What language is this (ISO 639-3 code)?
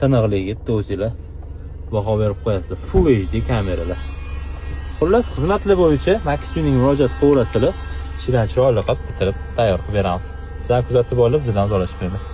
uzb